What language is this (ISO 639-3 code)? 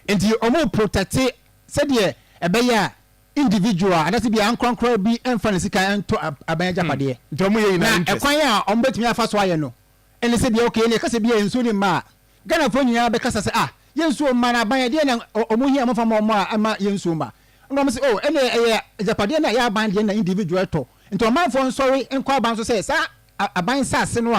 aka